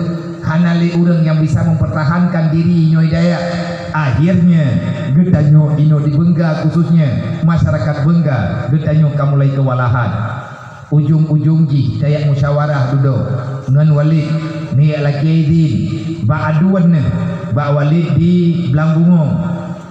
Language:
Achinese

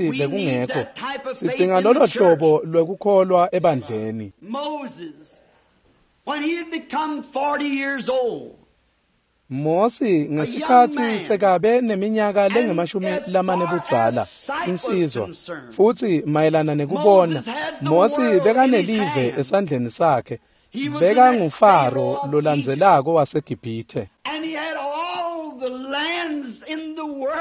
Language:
Swati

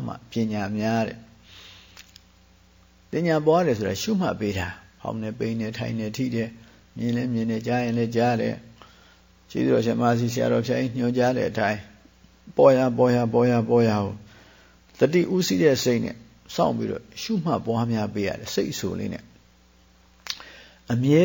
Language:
Burmese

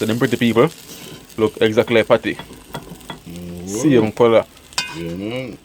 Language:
Jamaican Creole English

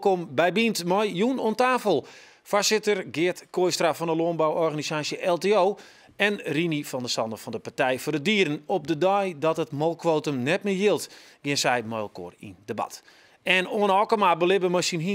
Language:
Western Frisian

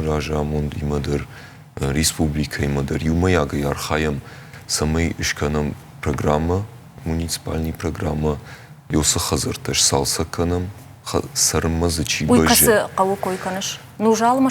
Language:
Ossetic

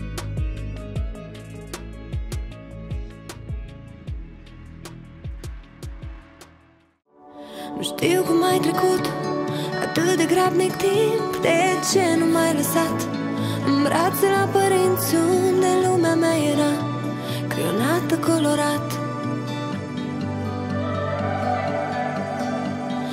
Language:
Romanian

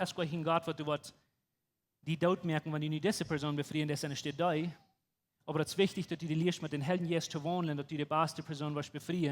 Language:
Plautdietsch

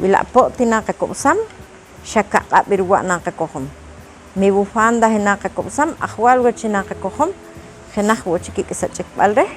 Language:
Poqomchi'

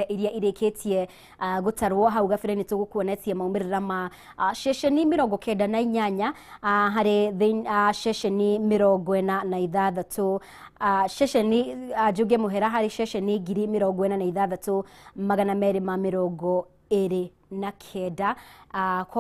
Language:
Kikuyu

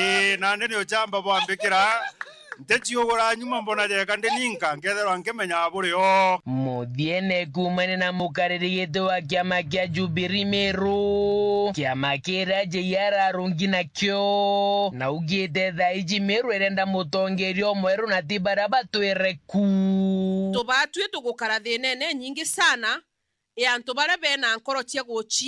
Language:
Meru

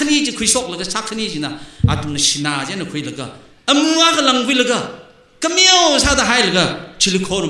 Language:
Tangkhul Naga (India)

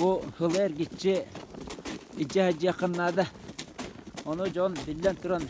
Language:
Yakut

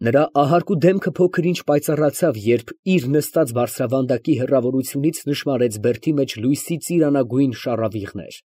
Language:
Armenian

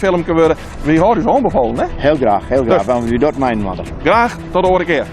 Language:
Western Frisian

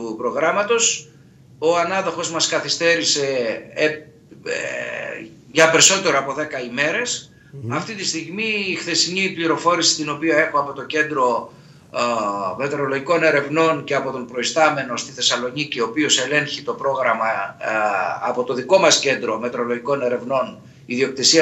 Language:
Greek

